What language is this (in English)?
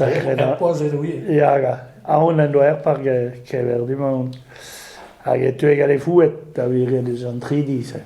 Breton